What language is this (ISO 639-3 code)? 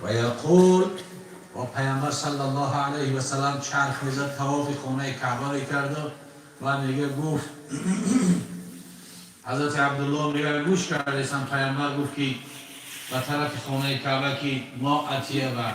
tgk